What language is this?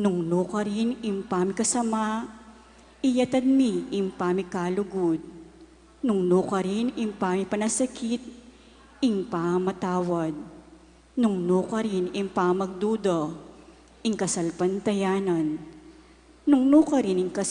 Pampanga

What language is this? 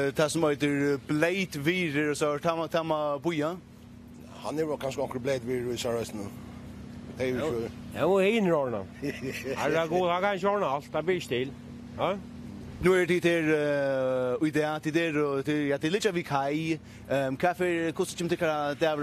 Faroese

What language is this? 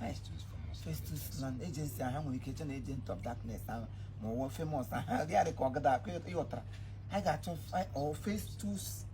Igbo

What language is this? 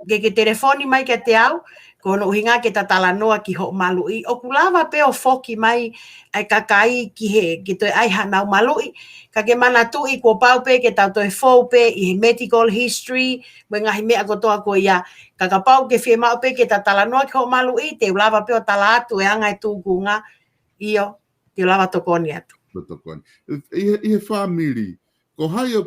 Tongan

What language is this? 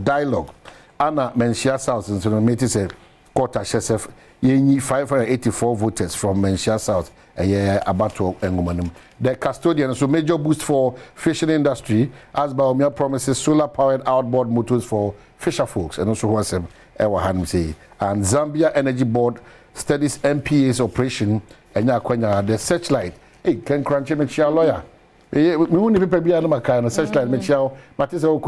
Akan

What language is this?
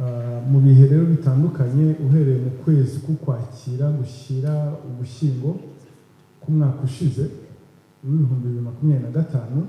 Kinyarwanda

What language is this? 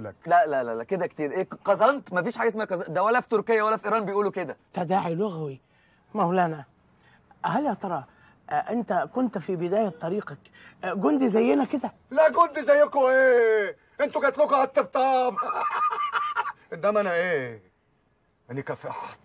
Egyptian Arabic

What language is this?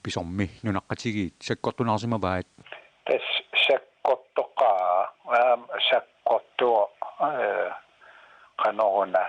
Kalaallisut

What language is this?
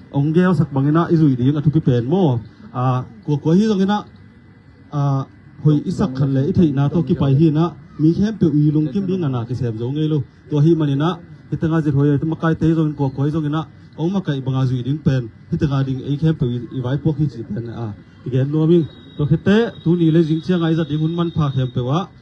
Tedim Chin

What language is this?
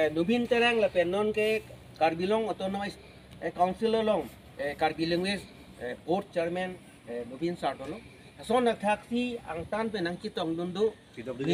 Karbi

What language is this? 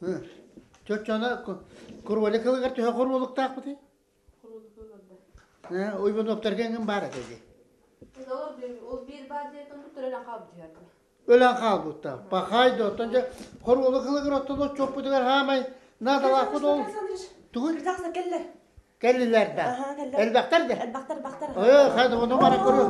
Yakut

